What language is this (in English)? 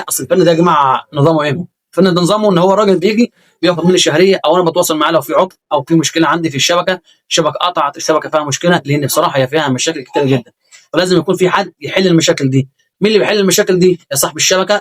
Egyptian Arabic